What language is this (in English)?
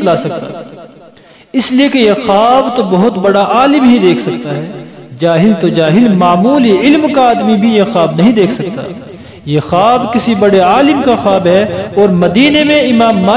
Urdu